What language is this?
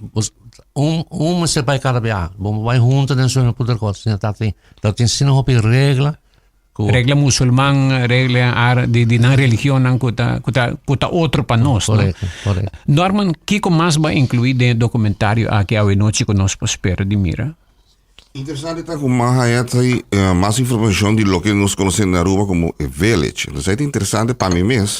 Papiamento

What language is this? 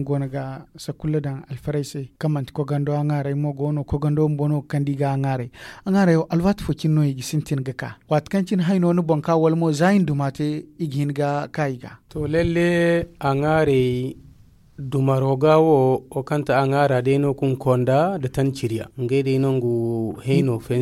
Zarma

